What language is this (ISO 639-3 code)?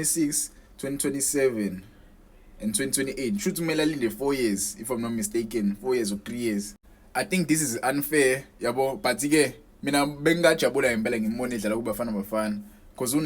zul